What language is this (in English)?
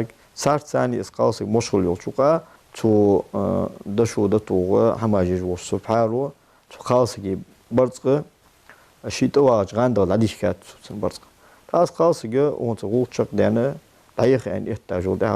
Ingush